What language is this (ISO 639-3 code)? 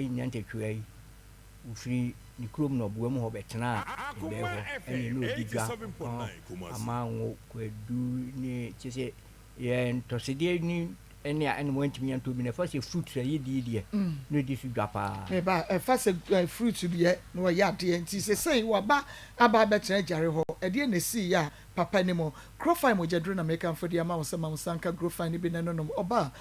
aka